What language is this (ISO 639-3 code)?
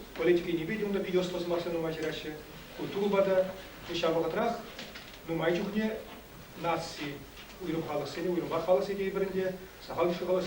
chv